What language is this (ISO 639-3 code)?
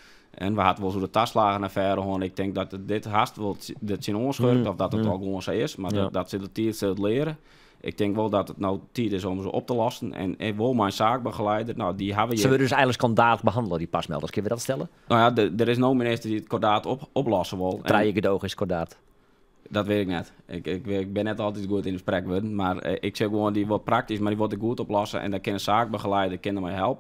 fry